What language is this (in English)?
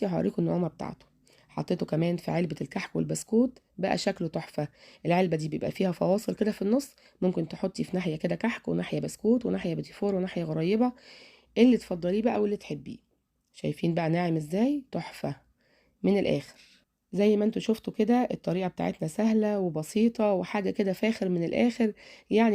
Egyptian Arabic